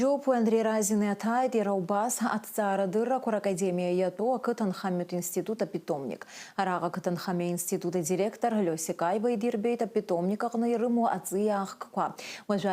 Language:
Abkhazian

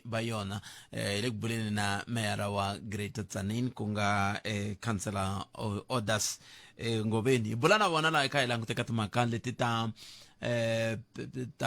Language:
Tsonga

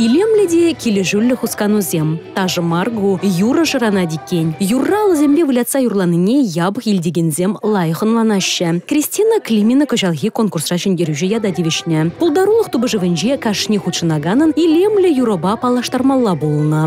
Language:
Chuvash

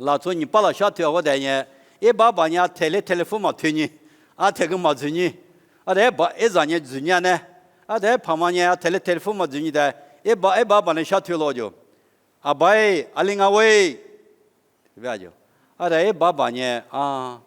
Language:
Lisu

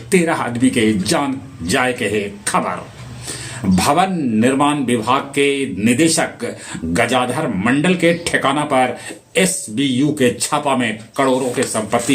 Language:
Magahi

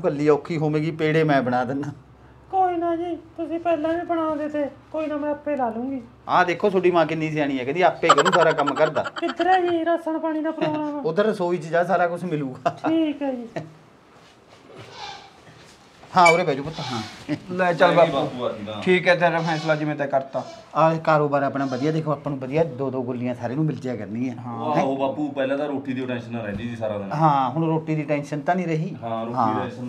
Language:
Punjabi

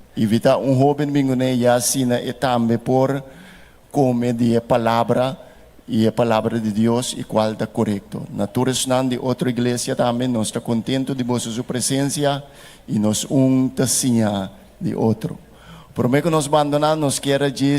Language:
Papiamento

